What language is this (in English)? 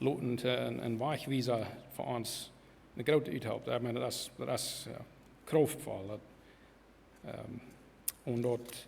Plautdietsch